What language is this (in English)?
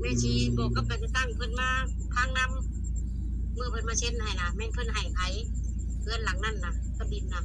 Northeastern Thai